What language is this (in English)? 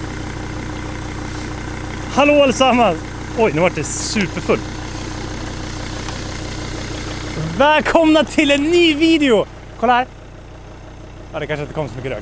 Swedish